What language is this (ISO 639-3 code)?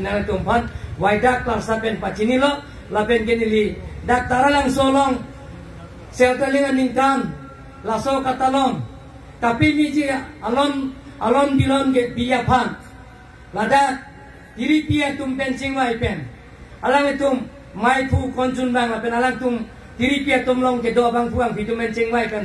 mjw